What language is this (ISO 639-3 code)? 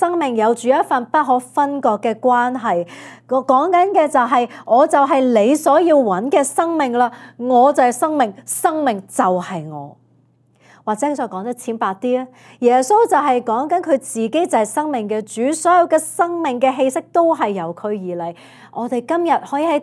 yue